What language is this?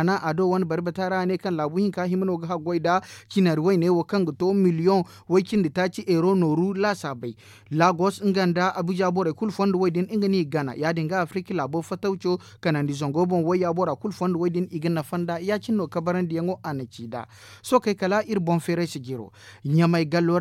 Zarma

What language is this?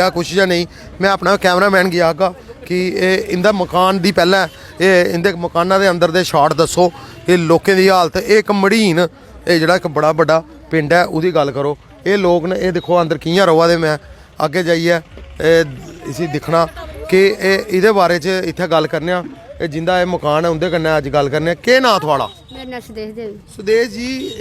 Dogri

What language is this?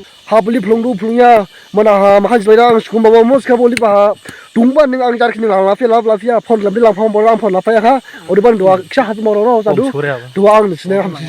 Dimasa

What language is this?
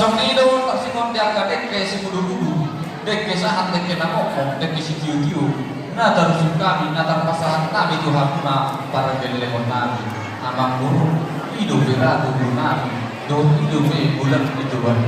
Batak Toba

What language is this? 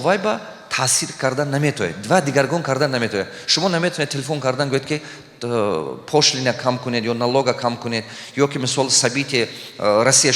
Tajik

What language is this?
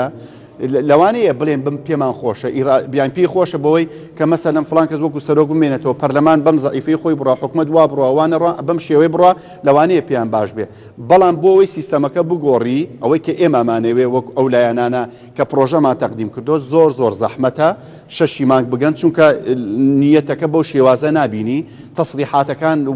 Central Kurdish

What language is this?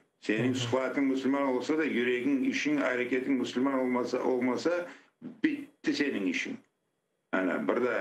Crimean Tatar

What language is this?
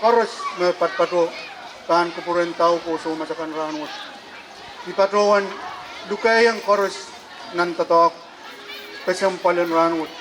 Pohnpeian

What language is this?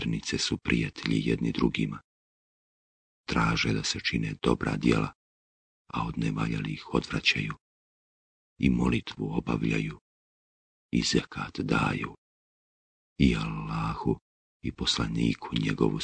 Bosnian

